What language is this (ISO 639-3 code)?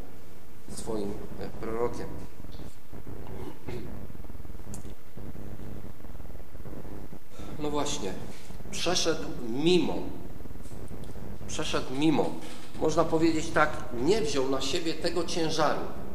pol